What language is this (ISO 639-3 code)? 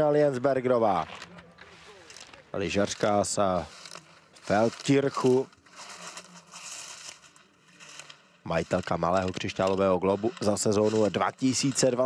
ces